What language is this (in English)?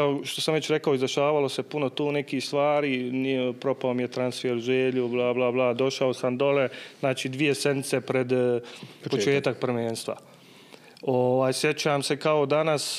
Bosnian